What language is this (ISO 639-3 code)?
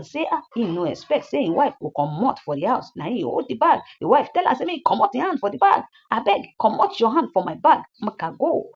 pcm